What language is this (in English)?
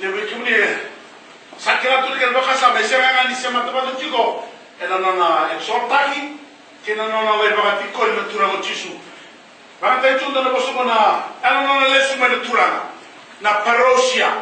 Fijian